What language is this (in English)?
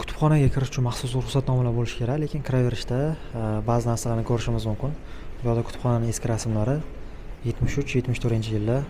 Uzbek